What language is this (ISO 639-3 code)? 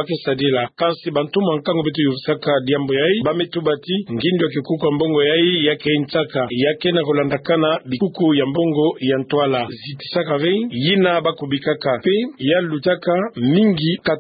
ktu